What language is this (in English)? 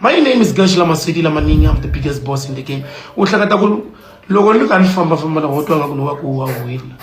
Tsonga